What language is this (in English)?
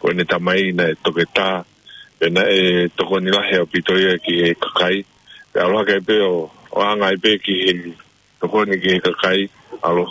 Tongan